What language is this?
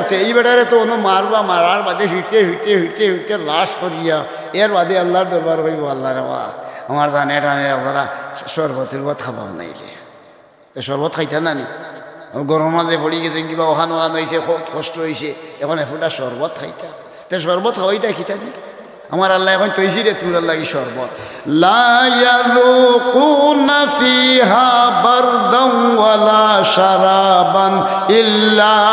Sylheti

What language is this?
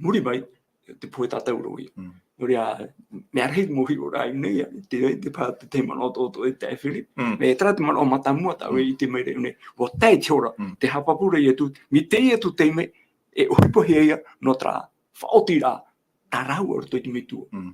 Tahitian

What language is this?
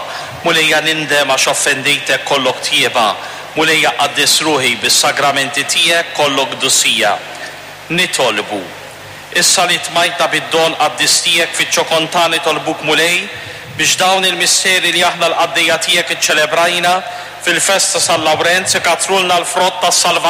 Maltese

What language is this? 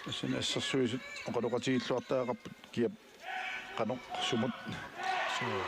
Kalaallisut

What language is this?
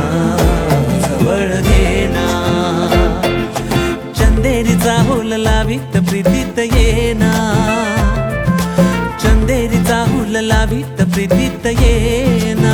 Marathi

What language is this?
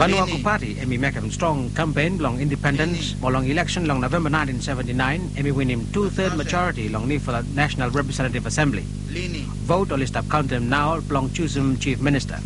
Bislama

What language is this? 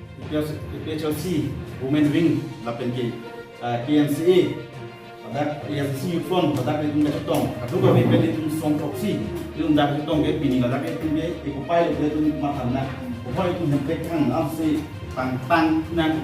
Karbi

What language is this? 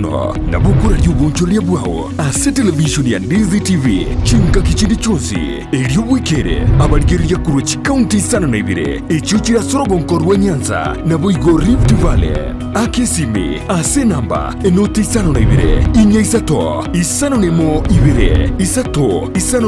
Gusii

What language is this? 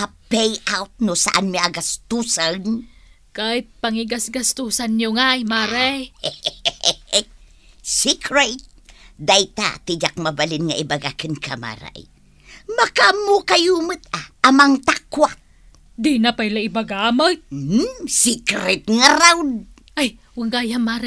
Iloko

